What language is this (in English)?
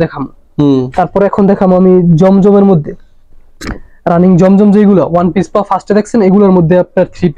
Bangla